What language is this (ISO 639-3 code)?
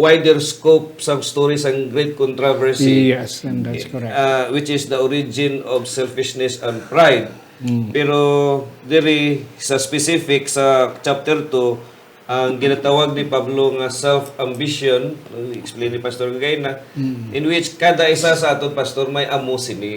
hil